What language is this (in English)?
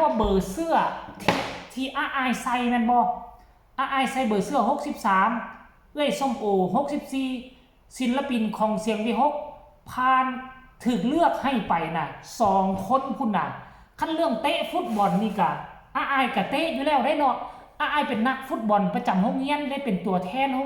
Northeastern Thai